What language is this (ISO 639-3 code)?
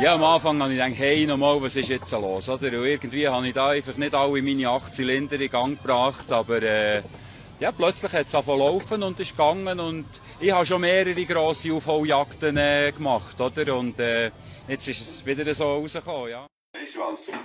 gsw